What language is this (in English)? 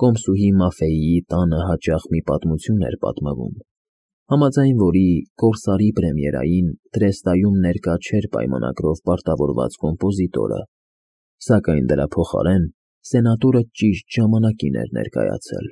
Armenian